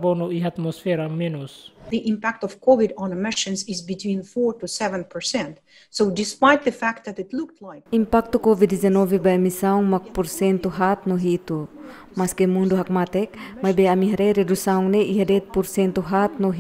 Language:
Tetum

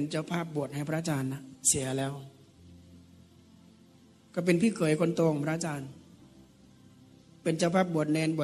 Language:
Thai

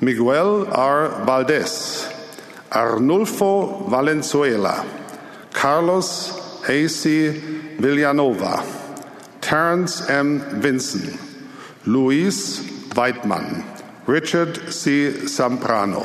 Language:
Marshallese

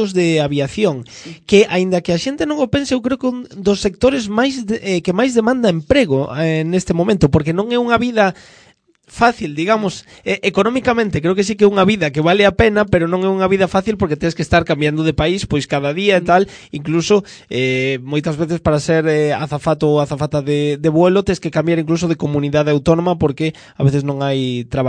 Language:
Galician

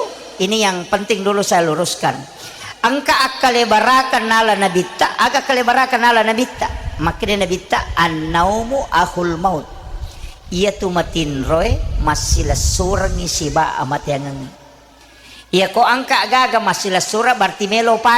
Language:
Buginese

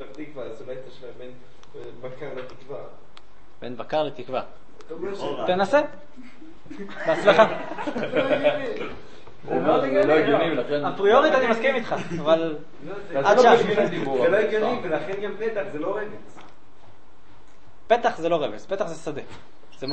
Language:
Hebrew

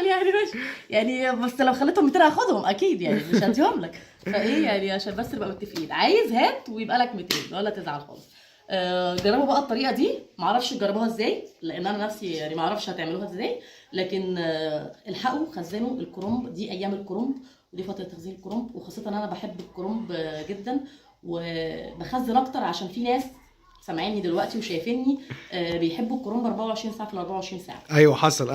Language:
Egyptian Arabic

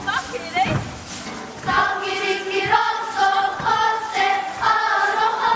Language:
Māori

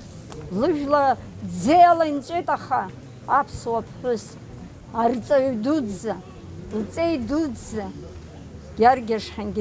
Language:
Abkhazian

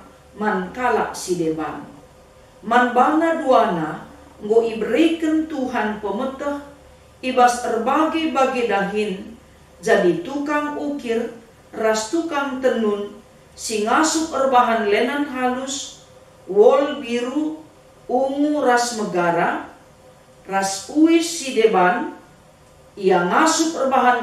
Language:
Batak Karo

